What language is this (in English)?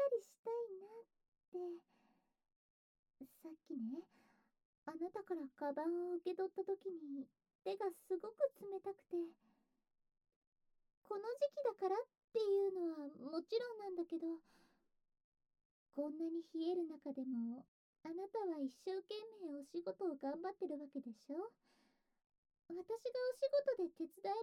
Japanese